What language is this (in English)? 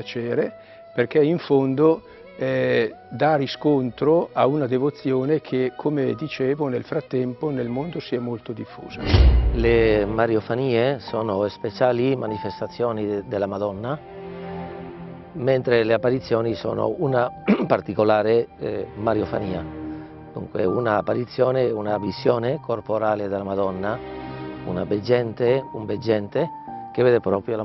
Italian